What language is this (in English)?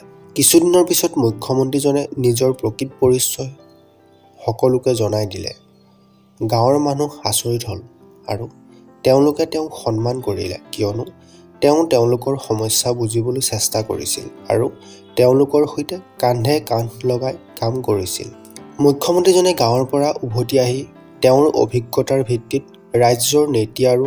Assamese